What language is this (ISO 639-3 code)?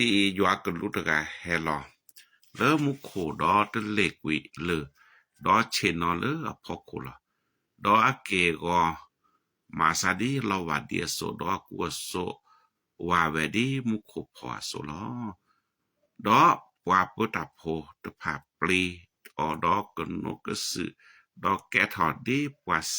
ksw